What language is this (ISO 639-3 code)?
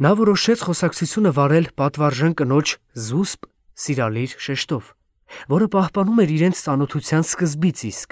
hye